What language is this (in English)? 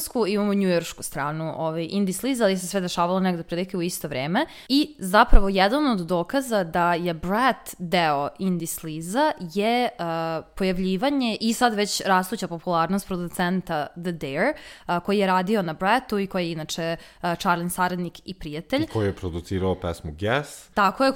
Serbian